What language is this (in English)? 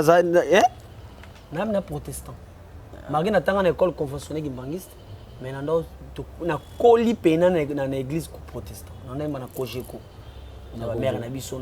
Lingala